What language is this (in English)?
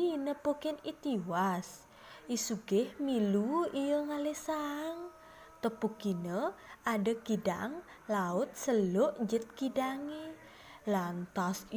Balinese